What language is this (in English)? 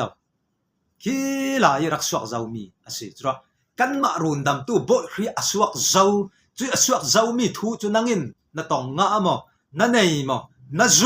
Falam Chin